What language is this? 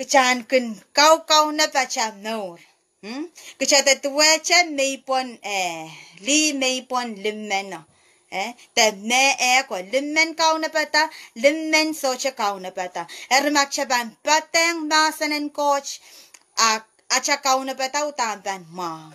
Pohnpeian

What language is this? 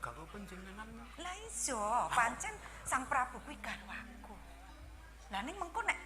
Javanese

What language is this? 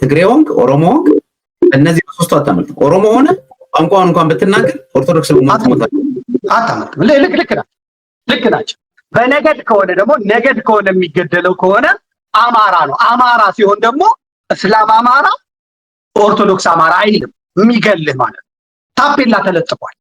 Amharic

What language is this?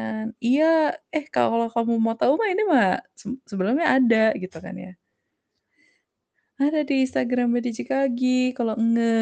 Indonesian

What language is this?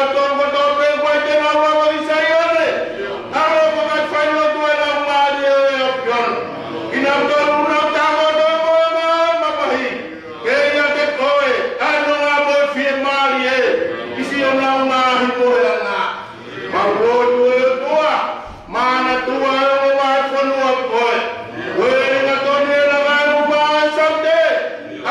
Tongan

